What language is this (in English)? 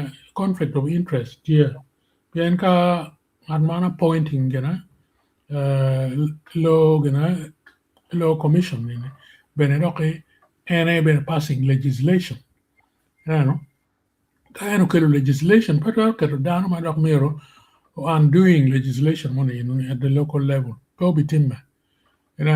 Acoli